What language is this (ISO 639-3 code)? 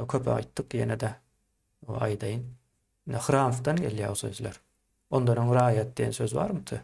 tuk